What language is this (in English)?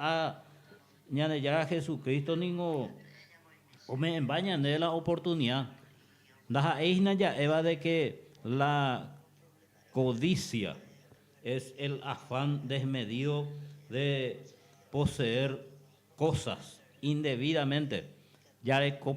Guarani